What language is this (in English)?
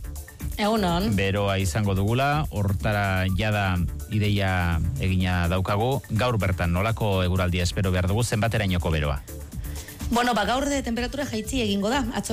Basque